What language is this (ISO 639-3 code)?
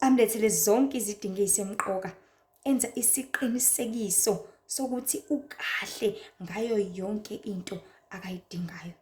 zul